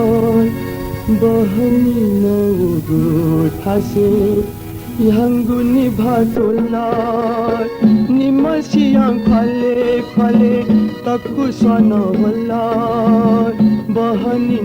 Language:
Newari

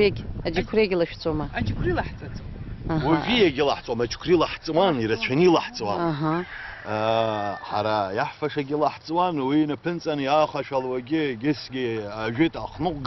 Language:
Abkhazian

